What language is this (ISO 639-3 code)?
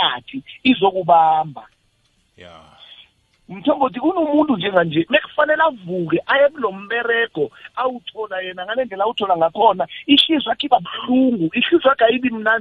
nbl